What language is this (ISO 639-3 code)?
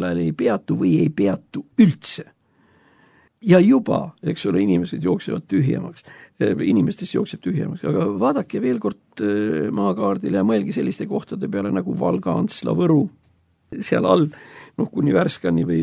est